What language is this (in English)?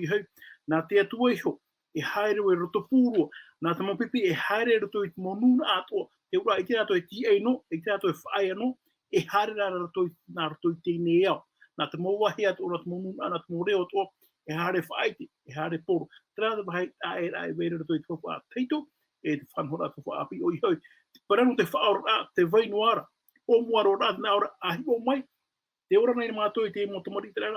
Tahitian